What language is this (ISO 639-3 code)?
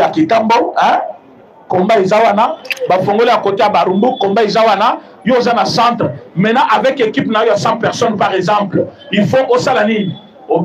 lin